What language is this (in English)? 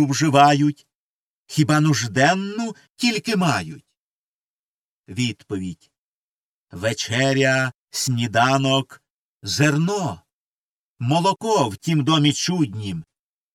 Ukrainian